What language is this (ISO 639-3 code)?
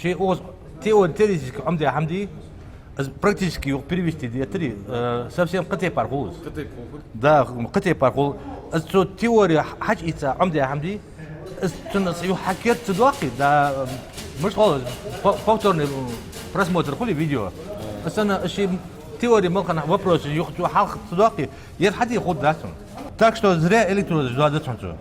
inh